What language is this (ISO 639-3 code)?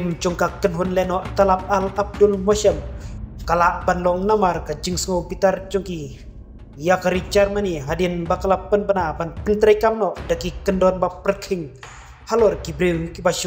kha